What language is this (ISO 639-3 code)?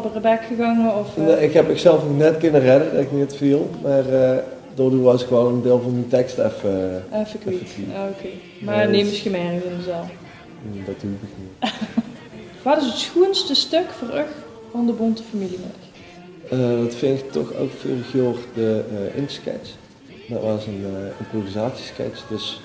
lim